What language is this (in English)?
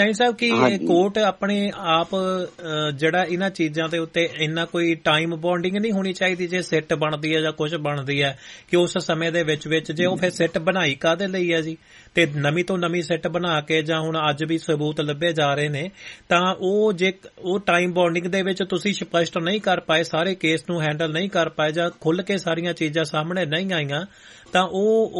Punjabi